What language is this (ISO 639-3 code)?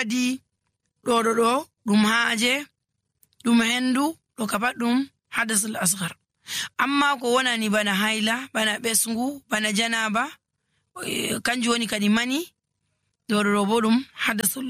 fuv